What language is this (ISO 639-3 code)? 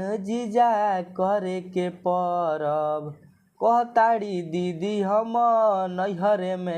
bho